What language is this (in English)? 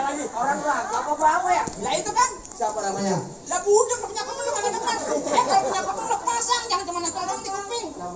Betawi